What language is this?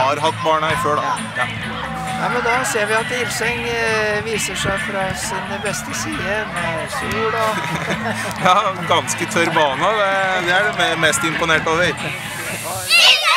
Norwegian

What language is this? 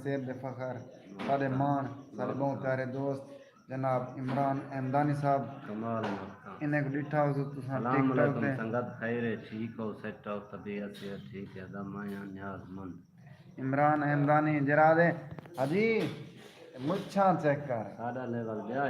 Saraiki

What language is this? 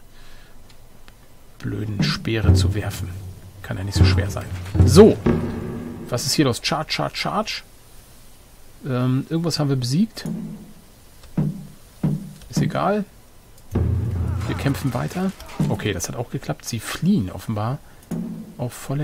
German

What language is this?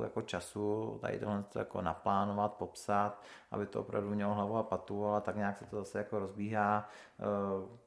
Czech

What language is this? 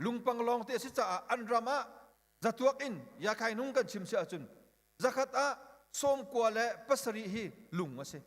Hakha Chin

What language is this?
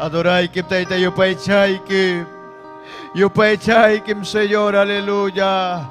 Ayacucho Quechua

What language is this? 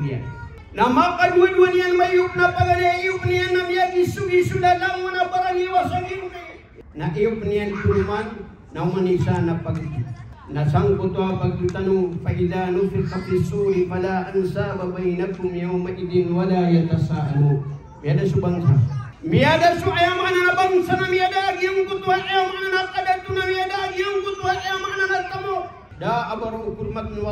Maranao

